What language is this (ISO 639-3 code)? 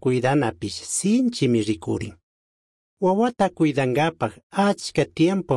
qug